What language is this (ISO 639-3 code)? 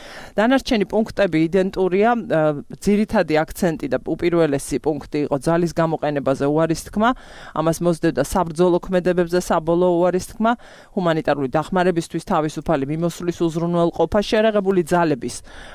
kat